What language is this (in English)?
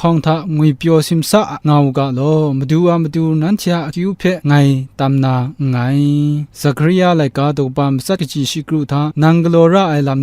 Kachin